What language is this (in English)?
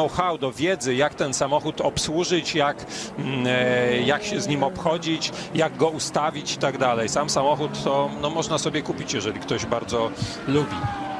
Polish